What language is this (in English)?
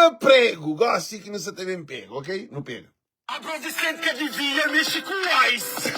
Kabuverdianu